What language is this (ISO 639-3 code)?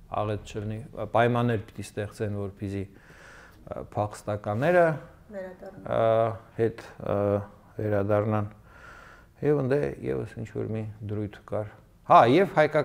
hye